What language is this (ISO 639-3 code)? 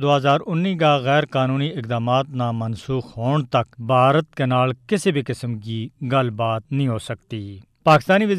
gju